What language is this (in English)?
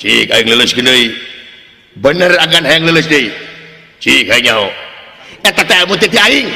Sundanese